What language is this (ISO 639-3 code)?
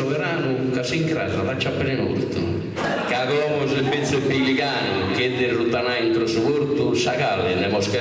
srd